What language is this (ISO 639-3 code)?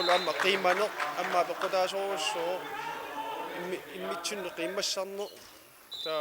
kal